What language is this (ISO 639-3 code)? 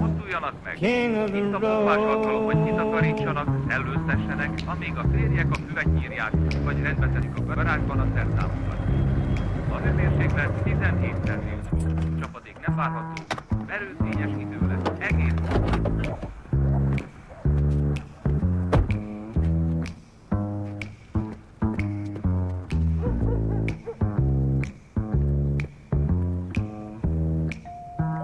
hun